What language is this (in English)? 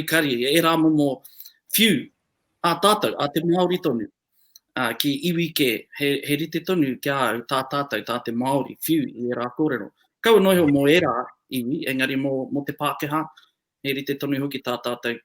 Māori